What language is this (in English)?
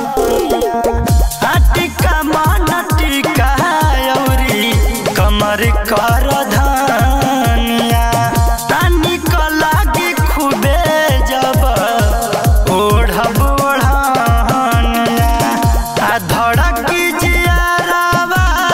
Bhojpuri